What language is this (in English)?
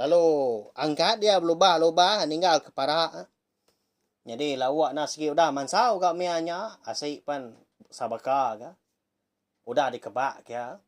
Iban